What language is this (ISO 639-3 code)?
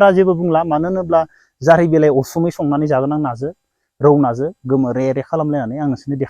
brx